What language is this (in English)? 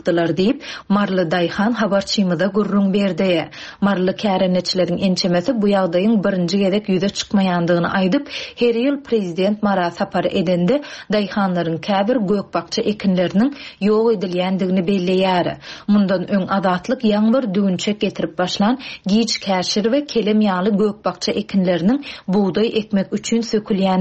Turkmen